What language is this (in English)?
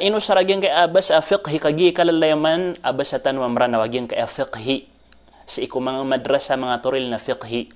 Maranao